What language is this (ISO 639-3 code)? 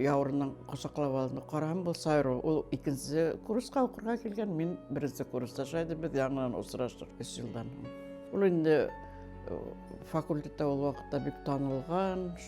bak